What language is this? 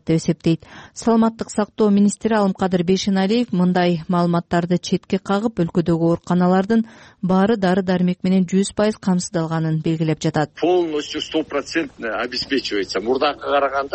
Kyrgyz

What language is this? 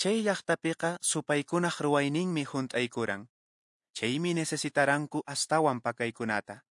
Quechua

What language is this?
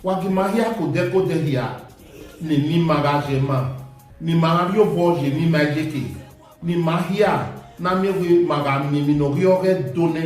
Bini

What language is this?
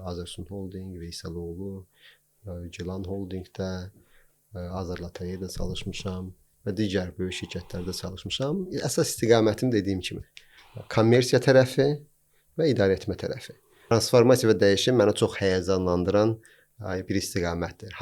Azerbaijani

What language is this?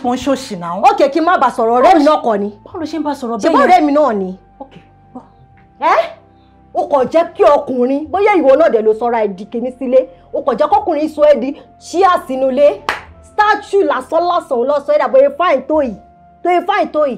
Yoruba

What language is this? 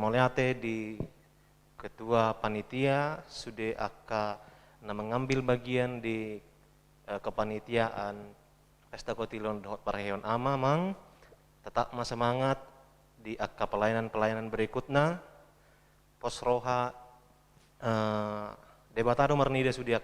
Batak Toba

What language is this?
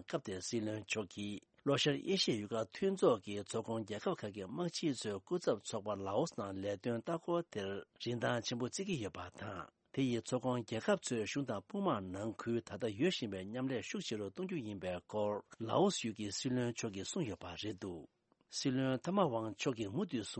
Tibetan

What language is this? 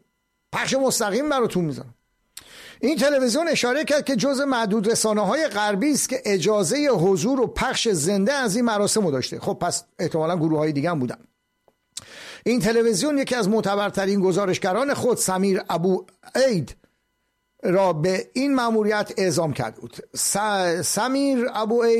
Persian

